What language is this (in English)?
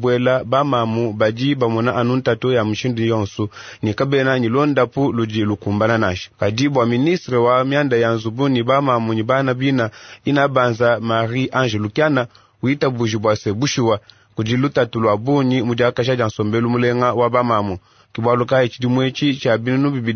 Luba-Lulua